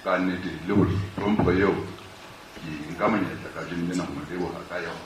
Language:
Southern Sotho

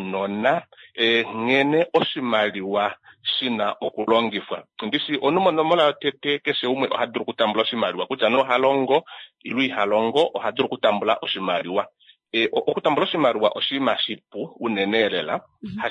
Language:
Kuanyama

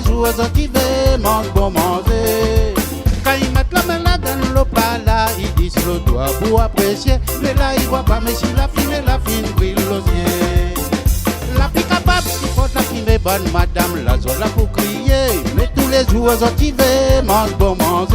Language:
Réunion Creole French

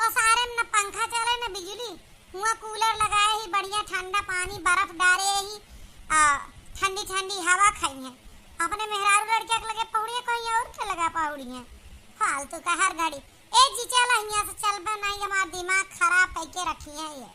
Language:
Awadhi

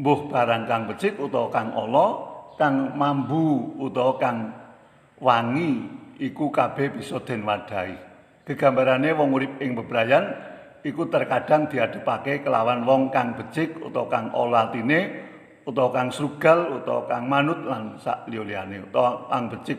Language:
Javanese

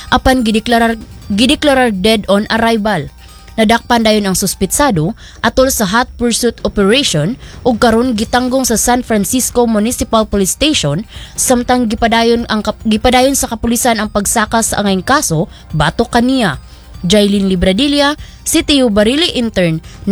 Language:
Cebuano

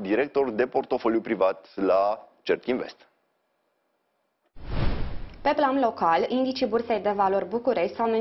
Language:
Romanian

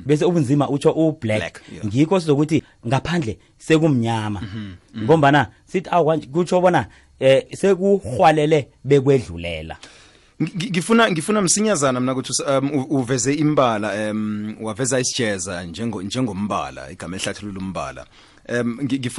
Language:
South Ndebele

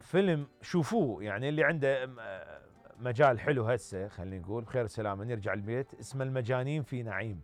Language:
Mesopotamian Arabic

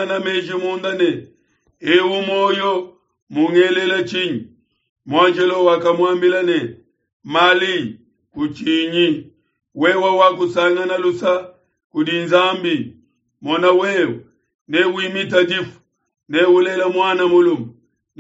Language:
Luba-Lulua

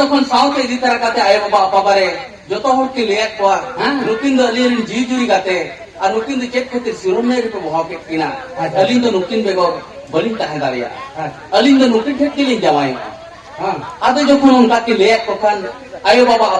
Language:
Santali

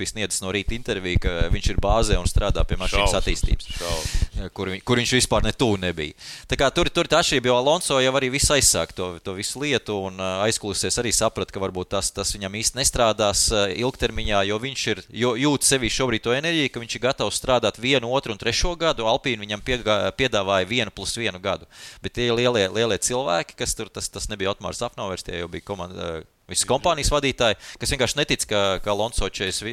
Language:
Latvian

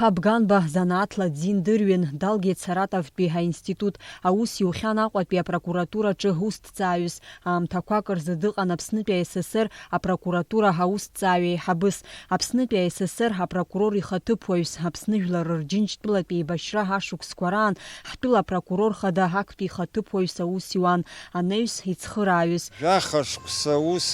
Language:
Abkhazian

